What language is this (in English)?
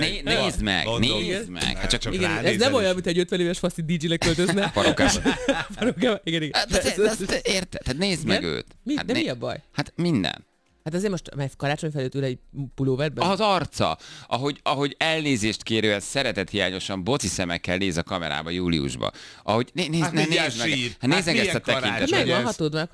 Hungarian